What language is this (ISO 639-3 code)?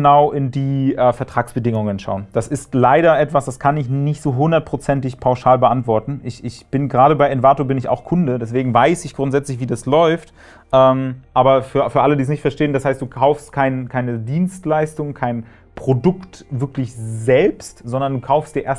deu